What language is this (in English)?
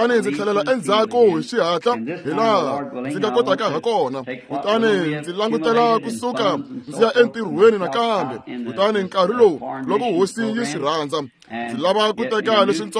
Tsonga